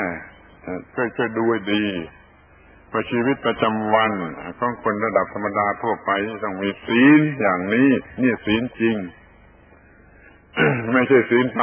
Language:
Thai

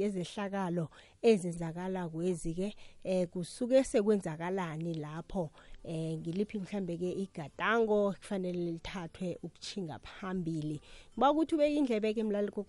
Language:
South Ndebele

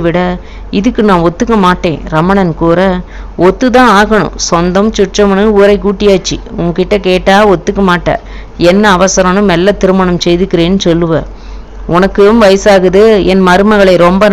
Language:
Tamil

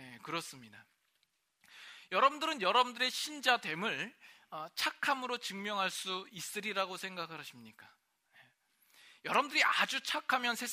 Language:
Korean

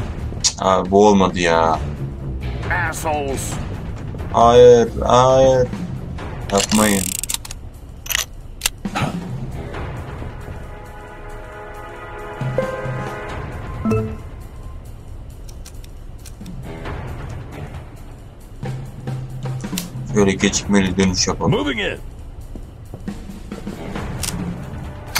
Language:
Turkish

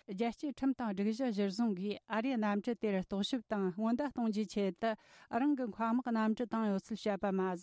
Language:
Tibetan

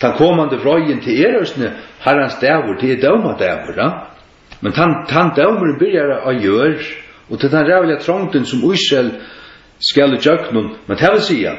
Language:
Faroese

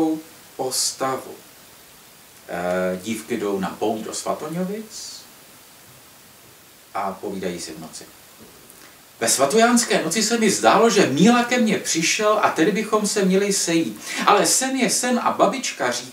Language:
Czech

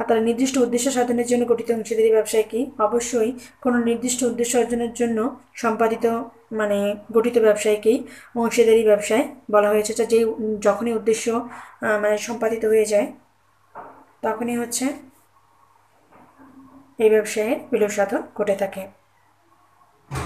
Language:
Bangla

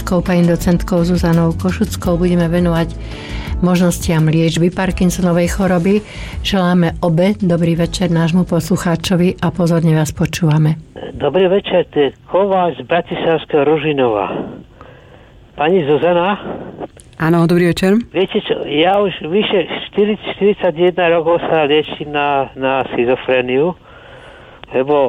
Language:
Slovak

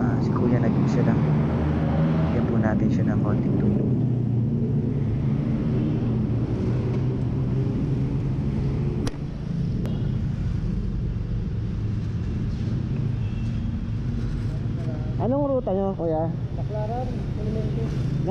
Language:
Filipino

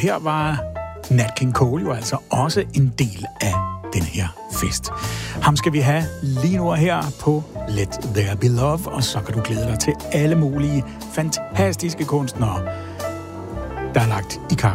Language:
Danish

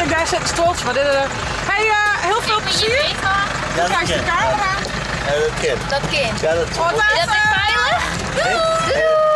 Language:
Western Frisian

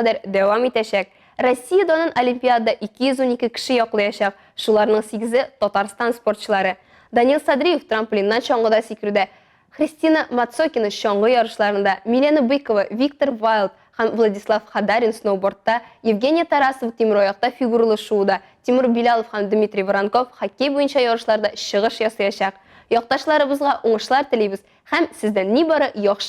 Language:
Tatar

